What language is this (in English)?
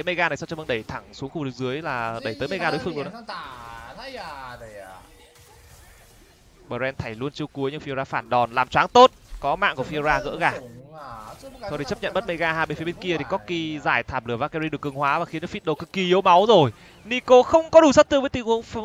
Vietnamese